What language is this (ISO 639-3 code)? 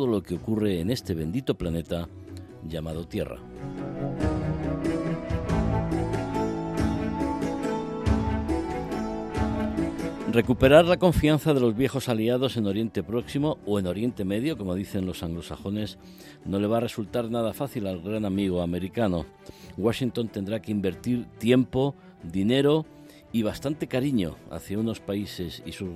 spa